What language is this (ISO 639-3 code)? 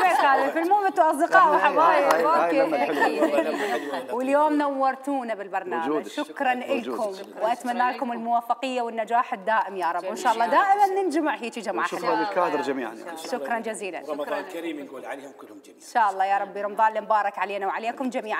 acm